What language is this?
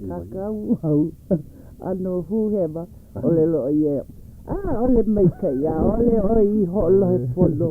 Hawaiian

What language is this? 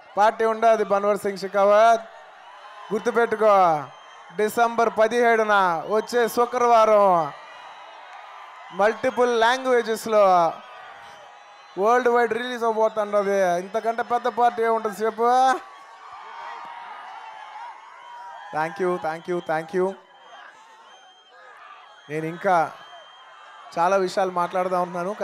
Telugu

